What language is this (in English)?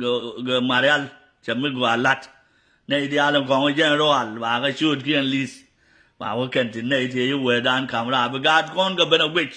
Nuer